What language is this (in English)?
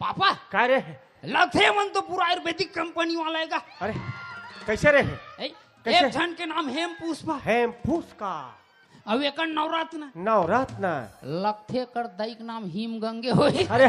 Chhattisgarhi